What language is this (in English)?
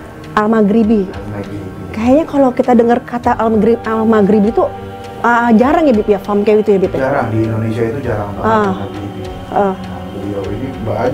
Indonesian